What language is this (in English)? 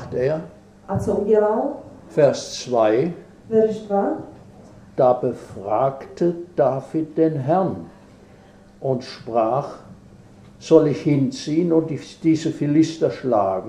German